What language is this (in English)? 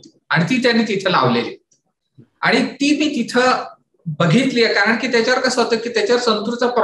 Marathi